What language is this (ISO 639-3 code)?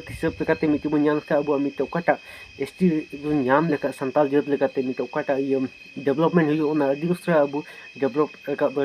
sat